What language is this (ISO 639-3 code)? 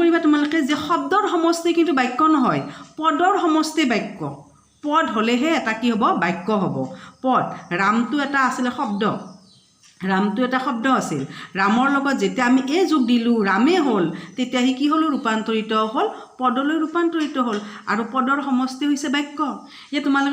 asm